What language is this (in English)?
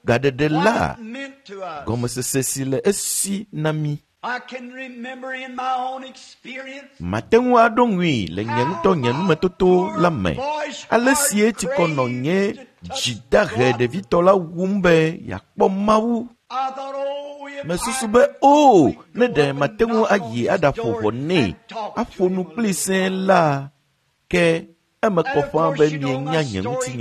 Ewe